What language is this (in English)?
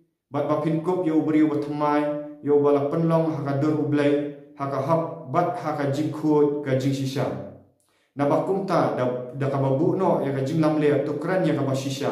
Khasi